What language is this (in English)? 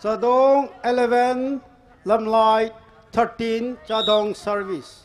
Tangkhul Naga (India)